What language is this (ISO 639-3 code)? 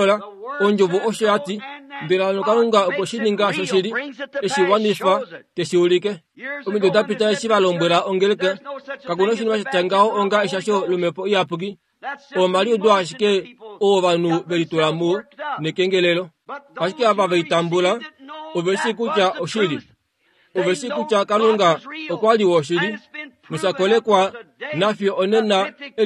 kua